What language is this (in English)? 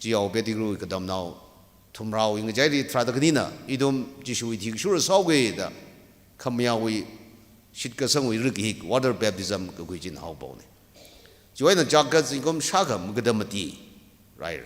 Tangkhul Naga (India)